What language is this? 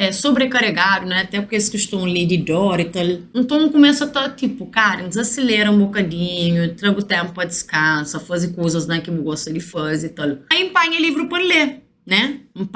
Kabuverdianu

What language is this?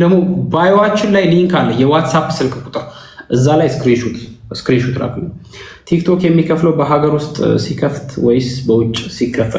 Amharic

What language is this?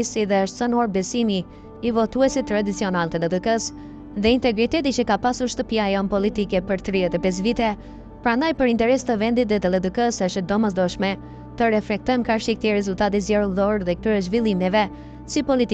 Albanian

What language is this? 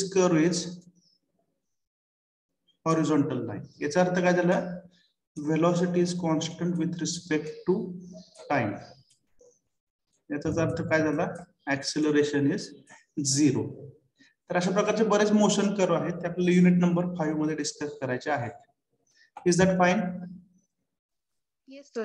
Marathi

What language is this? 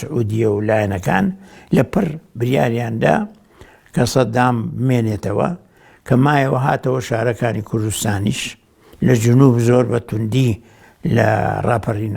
Central Kurdish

